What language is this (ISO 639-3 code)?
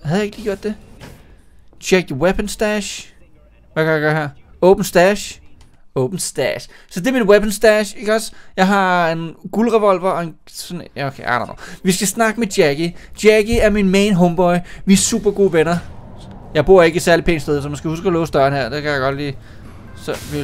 dan